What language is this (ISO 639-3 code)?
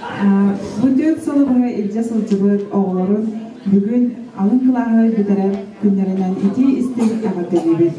sah